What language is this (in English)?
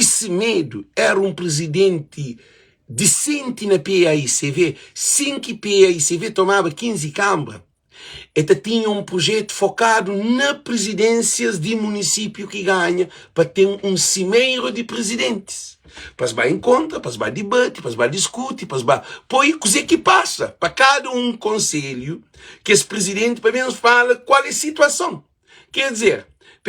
Kabuverdianu